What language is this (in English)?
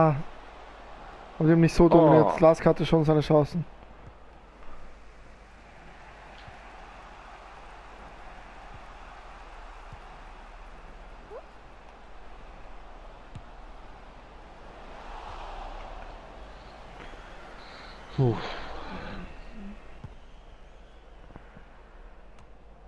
German